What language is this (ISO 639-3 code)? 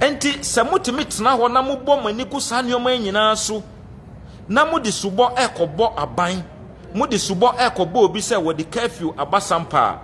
aka